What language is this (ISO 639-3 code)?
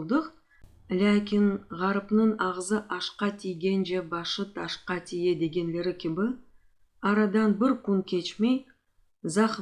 crh